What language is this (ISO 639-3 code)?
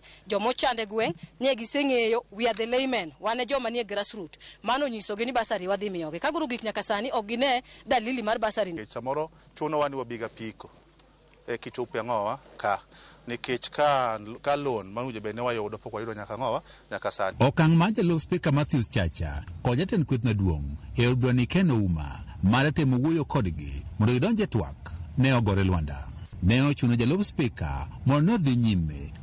luo